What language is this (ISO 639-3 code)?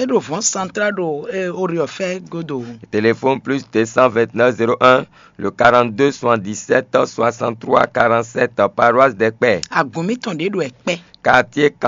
fon